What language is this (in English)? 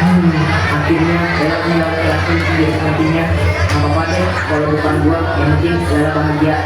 Betawi